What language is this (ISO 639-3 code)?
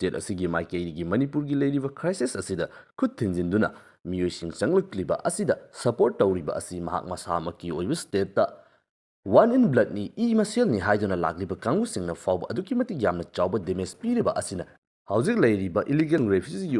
mni